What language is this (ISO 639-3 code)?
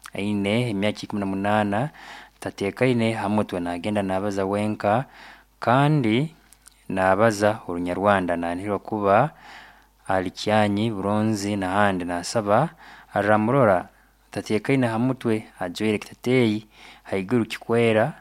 nyn